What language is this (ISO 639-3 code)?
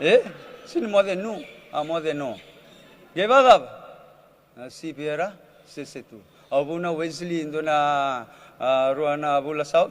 fij